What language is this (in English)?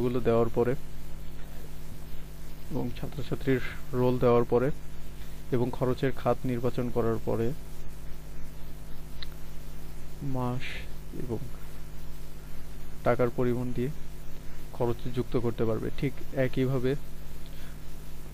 Bangla